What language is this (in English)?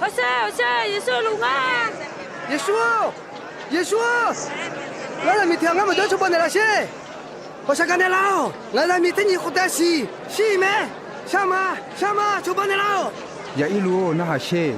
Akha